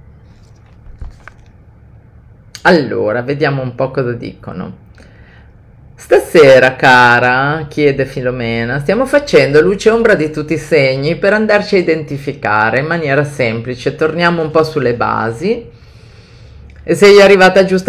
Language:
Italian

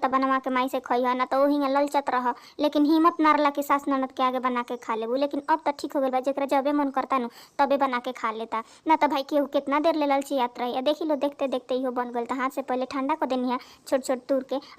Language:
Bhojpuri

